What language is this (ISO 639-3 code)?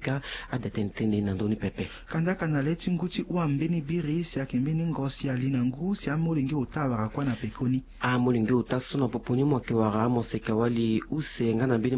sag